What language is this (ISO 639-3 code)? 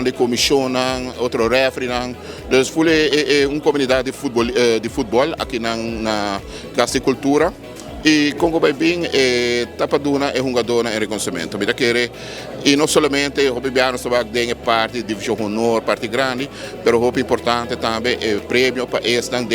pap